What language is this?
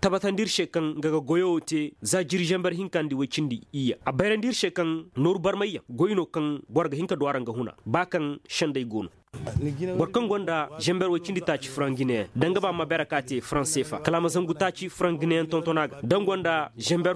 Koyraboro Senni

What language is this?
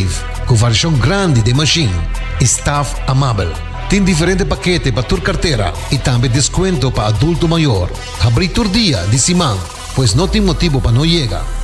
Papiamento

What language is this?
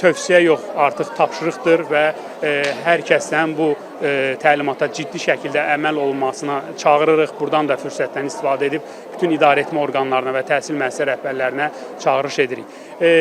Azerbaijani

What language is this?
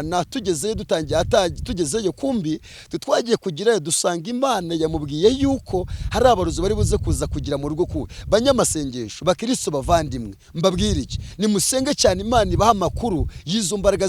Kinyarwanda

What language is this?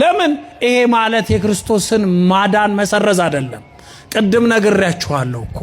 Amharic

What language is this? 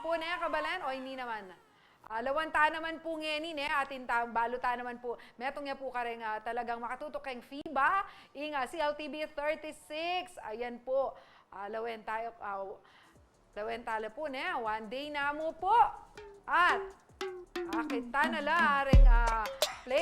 Pampanga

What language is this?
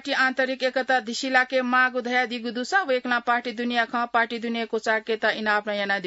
Newari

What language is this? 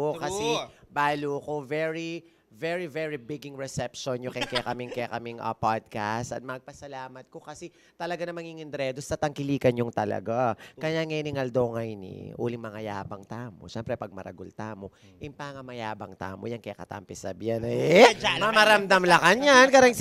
Pampanga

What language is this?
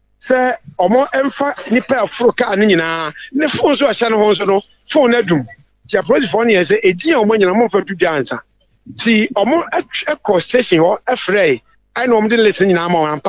Akan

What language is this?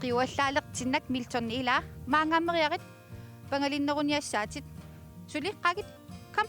Kalaallisut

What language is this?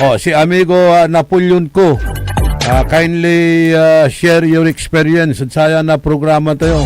Pangasinan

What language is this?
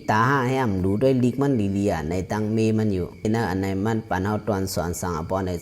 Shan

